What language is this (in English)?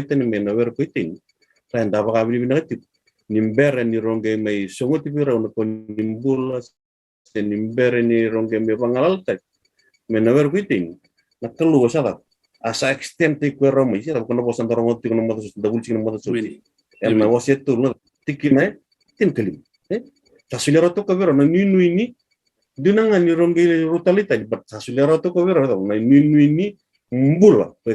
Fijian